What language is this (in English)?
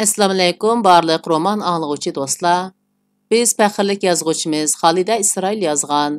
Uyghur